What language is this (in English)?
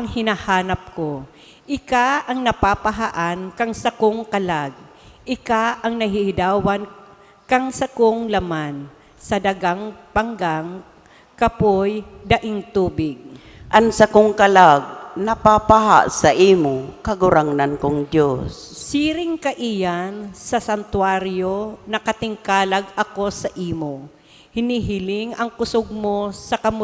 Bikol